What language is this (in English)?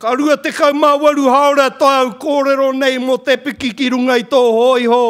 Māori